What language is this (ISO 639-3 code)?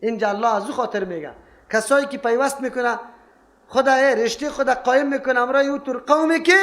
fas